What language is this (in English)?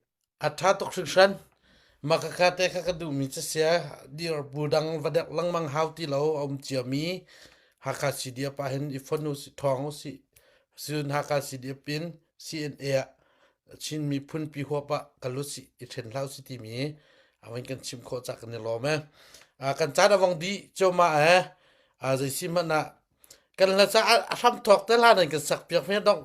Hakha Chin